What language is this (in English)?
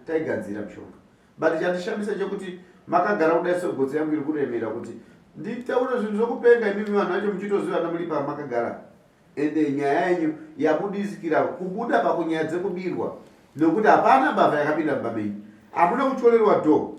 Shona